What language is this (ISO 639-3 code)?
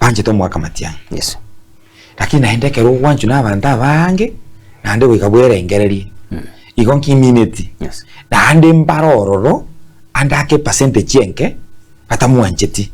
guz